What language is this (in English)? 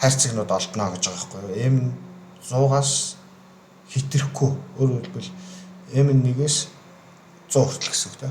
Mongolian